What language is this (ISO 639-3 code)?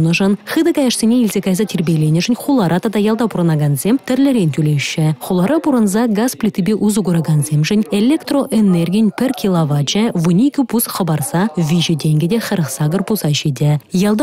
chv